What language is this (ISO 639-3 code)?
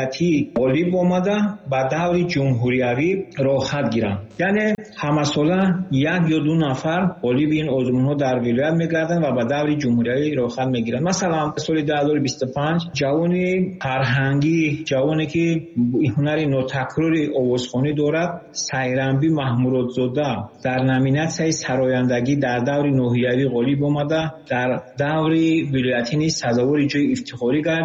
tgk